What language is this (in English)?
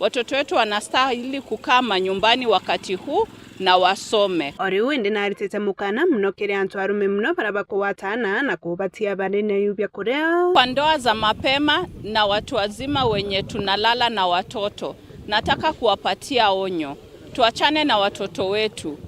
Meru